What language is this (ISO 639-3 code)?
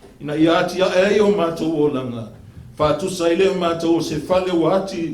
smo